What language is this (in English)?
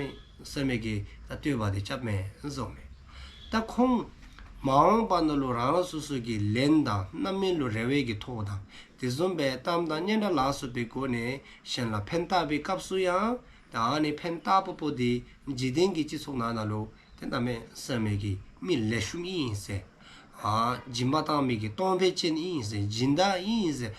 Dzongkha